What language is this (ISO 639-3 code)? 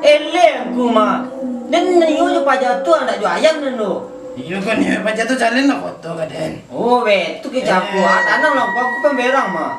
min